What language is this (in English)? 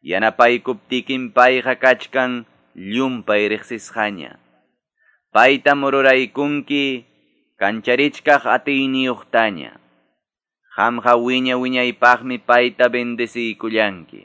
Quechua